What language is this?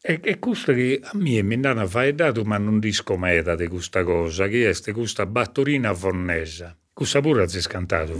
Sardinian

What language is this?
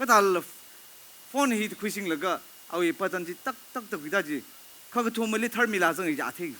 Tangkhul Naga (India)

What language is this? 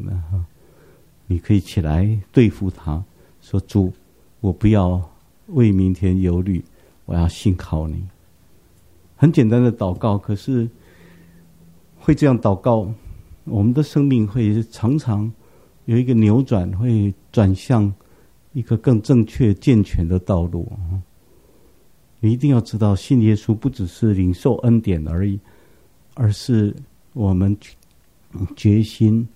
Chinese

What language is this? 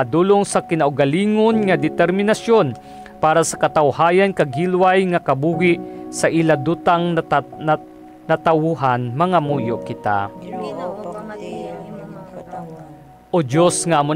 Hiligaynon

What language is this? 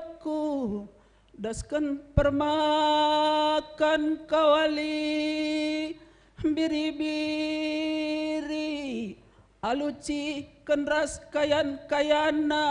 Batak Karo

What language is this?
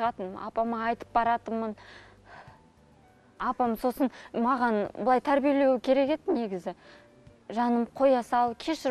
Kazakh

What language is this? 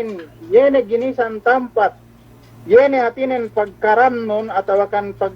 Yakan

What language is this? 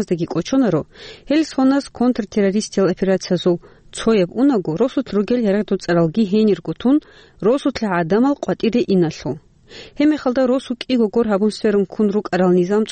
Avaric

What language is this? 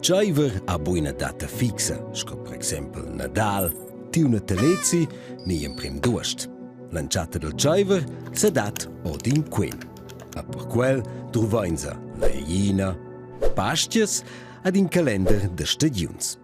Romansh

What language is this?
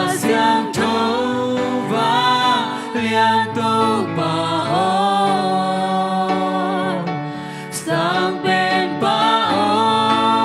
Tedim Chin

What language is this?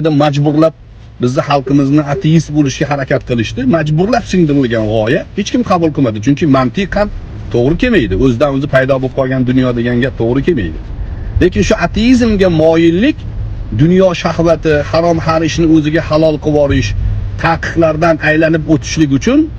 Uzbek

